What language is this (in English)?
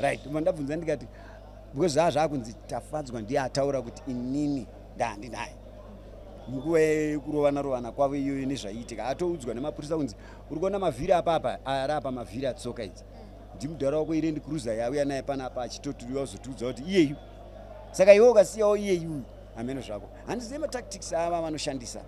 Shona